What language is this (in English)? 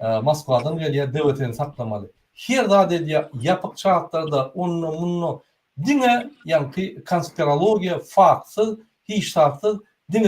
Turkmen